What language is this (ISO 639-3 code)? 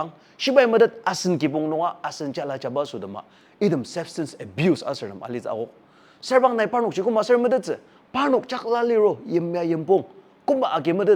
njo